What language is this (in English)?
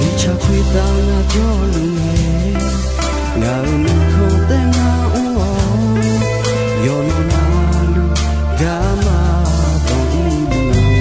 Akha